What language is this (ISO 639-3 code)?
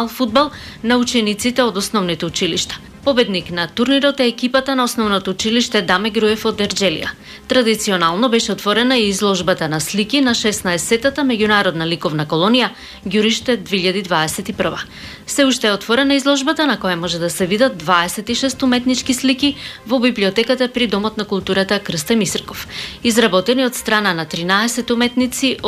mkd